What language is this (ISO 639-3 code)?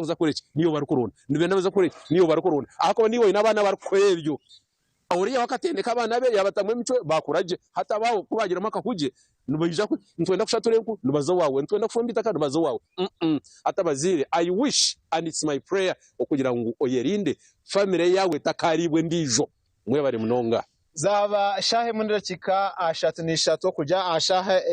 nyn